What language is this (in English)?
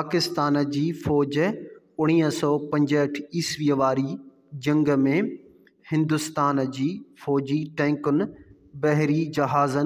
Sindhi